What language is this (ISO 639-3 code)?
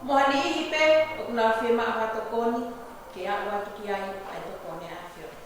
ton